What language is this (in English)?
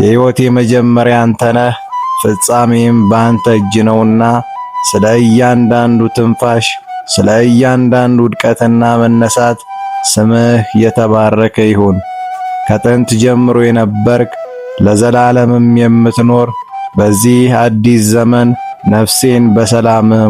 Amharic